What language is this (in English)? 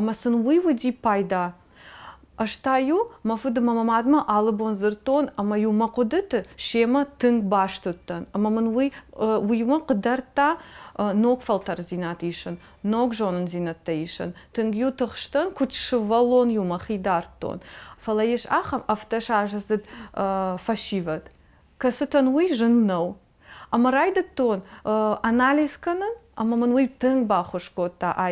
Ossetic